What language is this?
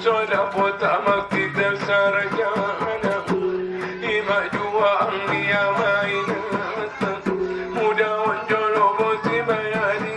Batak Angkola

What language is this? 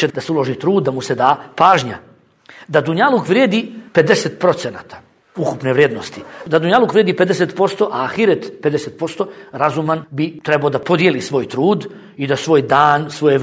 Bosnian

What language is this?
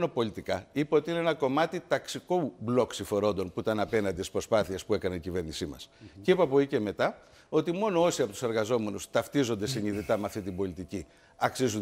Greek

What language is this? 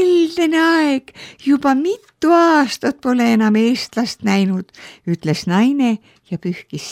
Estonian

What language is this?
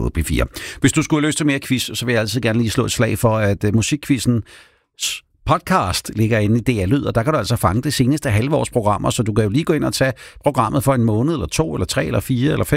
Danish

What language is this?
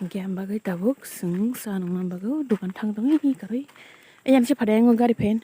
Kok Borok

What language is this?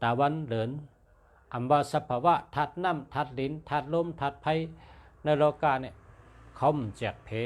Shan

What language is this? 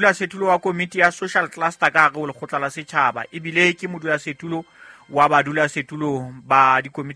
Southern Sotho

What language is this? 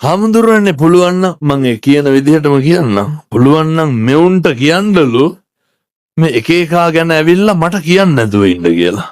Sinhala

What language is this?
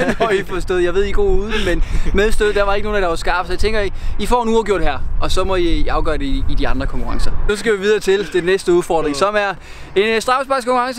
Danish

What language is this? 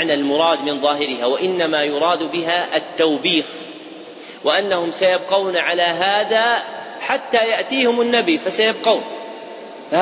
Arabic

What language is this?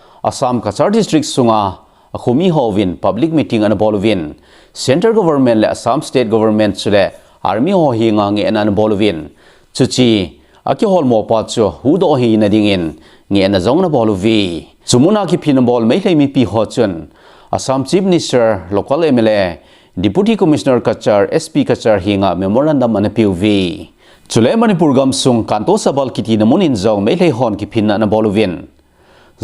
Thado Chin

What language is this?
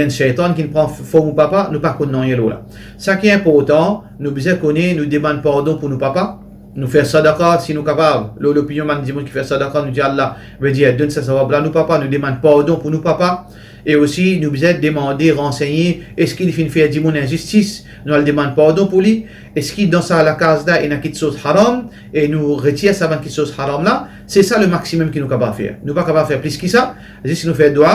Morisyen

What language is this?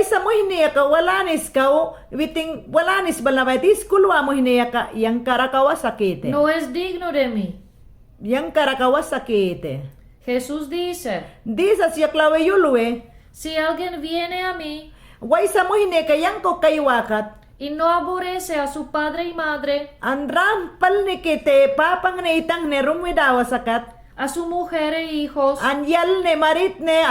Mayangna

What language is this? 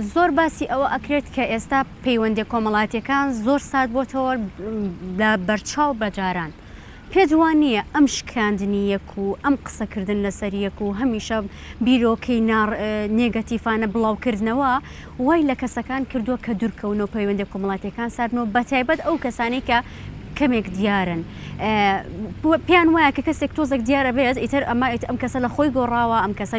Central Kurdish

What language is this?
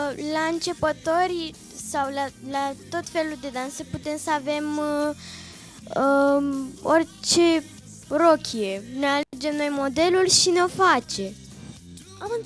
Romanian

